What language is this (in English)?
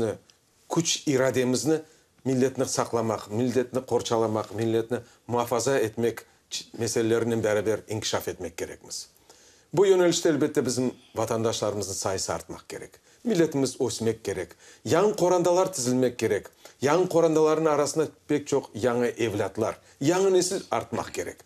Crimean Tatar